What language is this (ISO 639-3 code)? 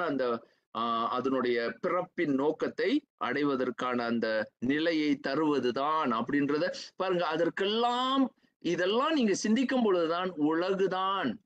tam